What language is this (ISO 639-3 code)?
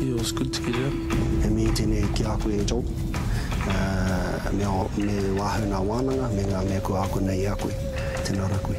mri